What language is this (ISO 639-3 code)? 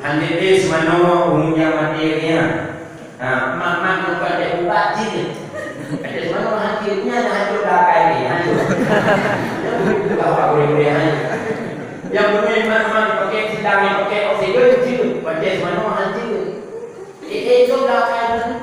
ace